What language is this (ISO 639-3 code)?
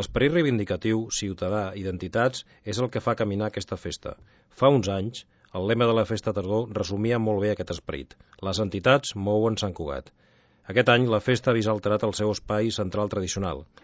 cat